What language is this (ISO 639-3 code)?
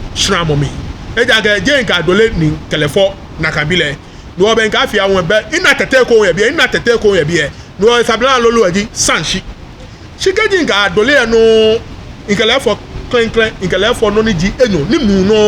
gaa